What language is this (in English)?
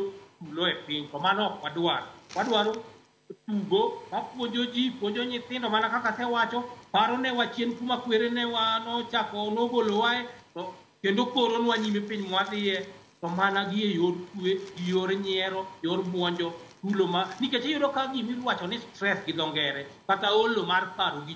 Luo (Kenya and Tanzania)